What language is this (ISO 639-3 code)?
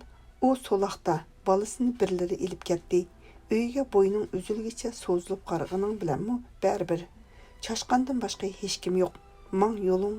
uig